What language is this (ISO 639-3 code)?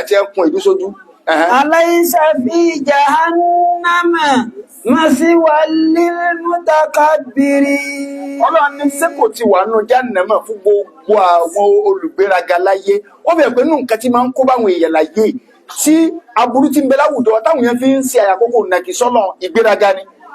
yor